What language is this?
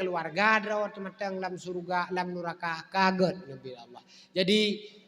Achinese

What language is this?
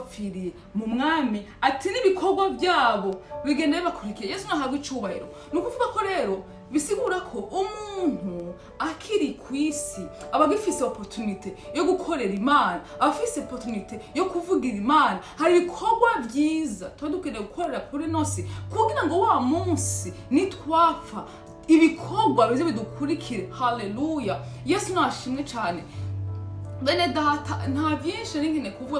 Rundi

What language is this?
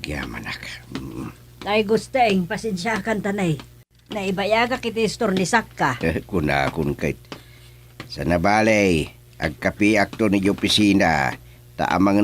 Iloko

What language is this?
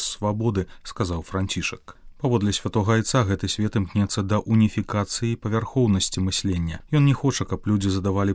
Belarusian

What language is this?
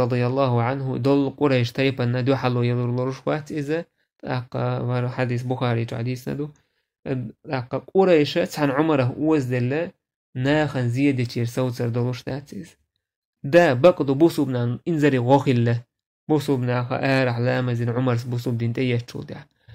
Chechen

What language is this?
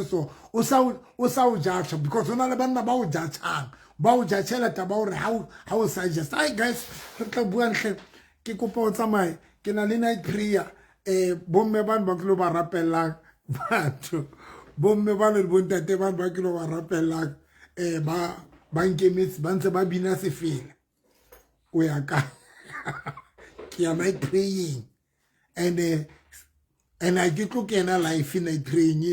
Southern Sotho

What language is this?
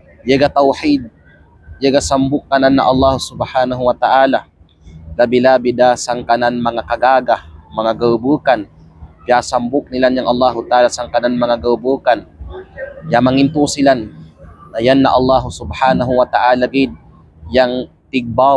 Kalagan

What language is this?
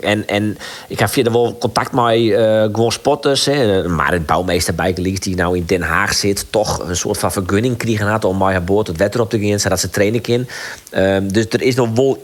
Western Frisian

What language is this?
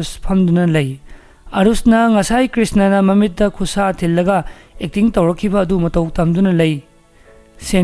Manipuri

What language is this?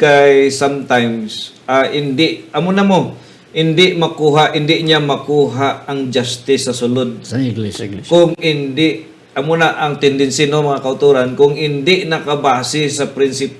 Hiligaynon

